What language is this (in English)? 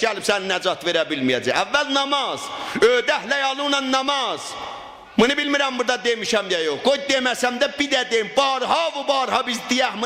South Azerbaijani